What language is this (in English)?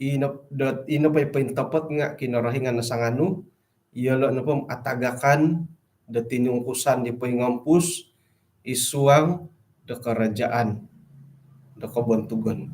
Central Dusun